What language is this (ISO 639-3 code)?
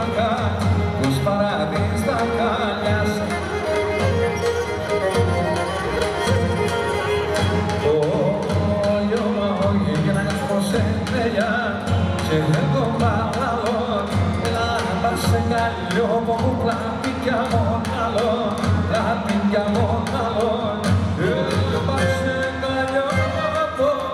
ell